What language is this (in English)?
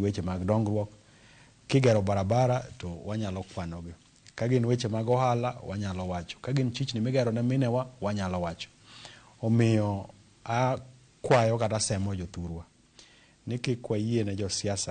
Luo (Kenya and Tanzania)